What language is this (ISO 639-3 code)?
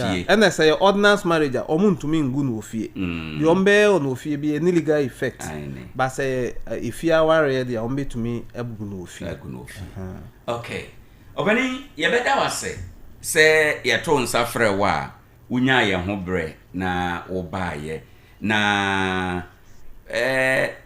aka